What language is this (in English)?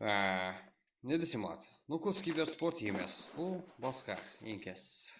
Kara-Kalpak